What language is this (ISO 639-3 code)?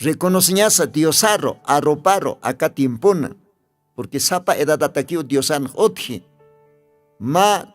aym